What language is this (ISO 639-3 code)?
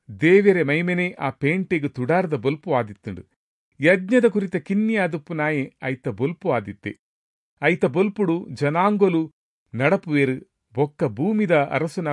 tcy